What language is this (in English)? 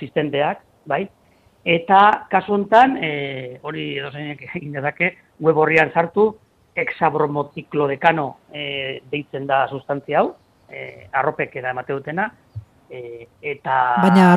Basque